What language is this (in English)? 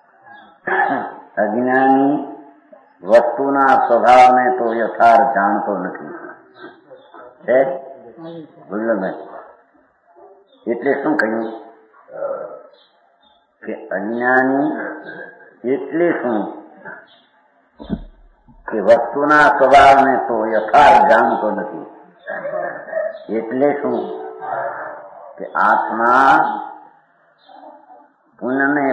Gujarati